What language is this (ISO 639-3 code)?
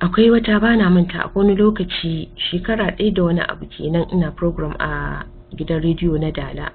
hau